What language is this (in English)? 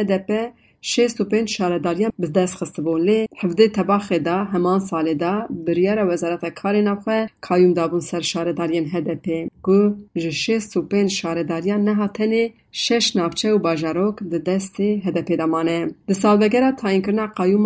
Kurdish